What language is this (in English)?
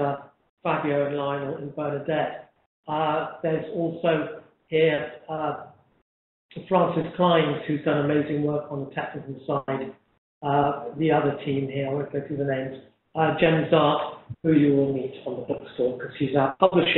English